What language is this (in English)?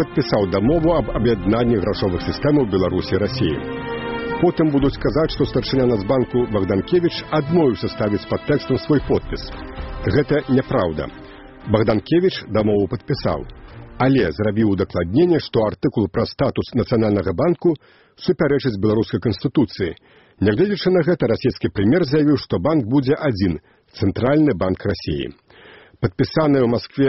Belarusian